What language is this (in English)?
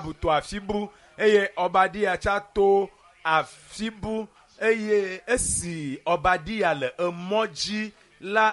Ewe